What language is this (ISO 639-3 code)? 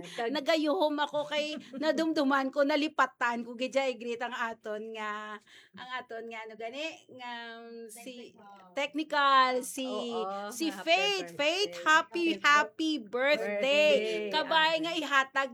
hil